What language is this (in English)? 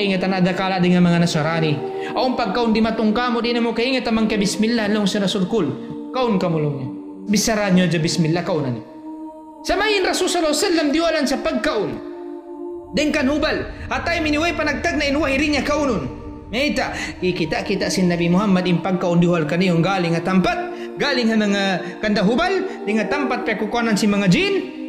Tausug